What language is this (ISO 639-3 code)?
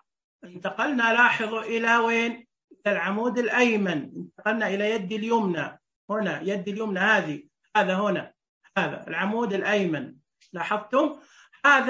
ars